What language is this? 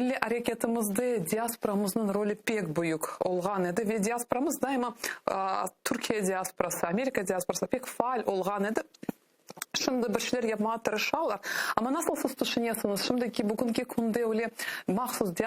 Crimean Tatar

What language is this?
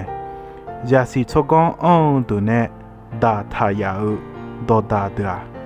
Akha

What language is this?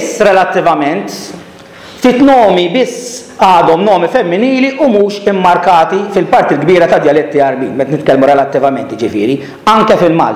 Maltese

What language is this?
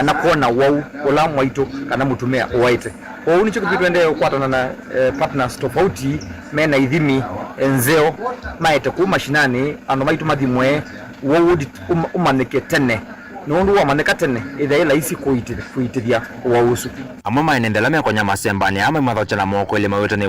Kamba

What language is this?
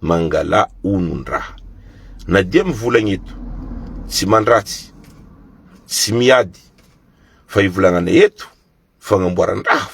Malagasy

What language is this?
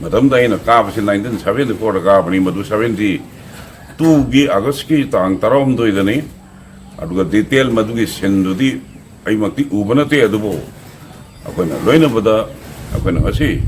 Manipuri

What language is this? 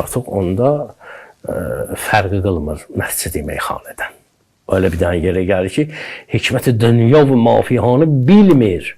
Azerbaijani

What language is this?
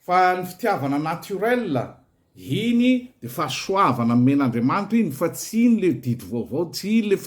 Malagasy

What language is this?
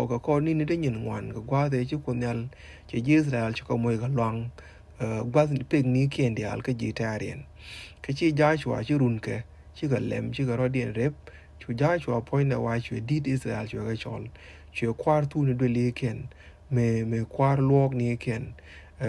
Nuer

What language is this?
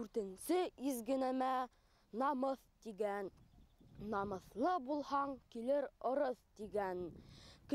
Bashkir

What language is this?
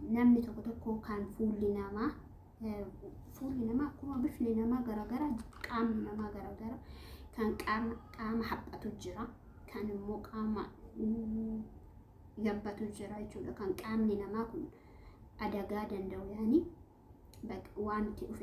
Oromo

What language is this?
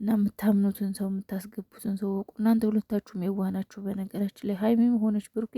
Amharic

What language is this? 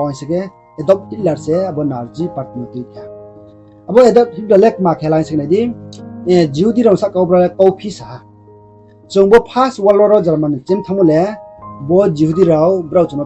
Riang (India)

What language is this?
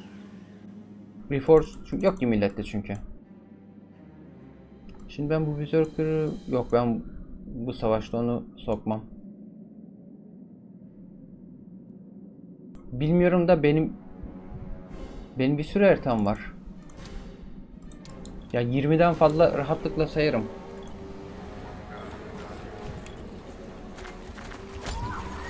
Turkish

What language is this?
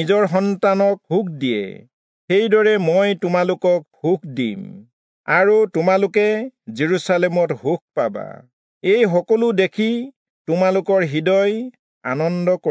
Assamese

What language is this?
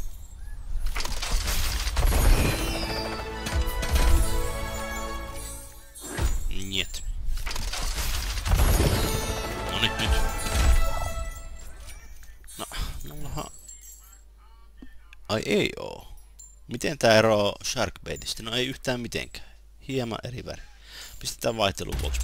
Finnish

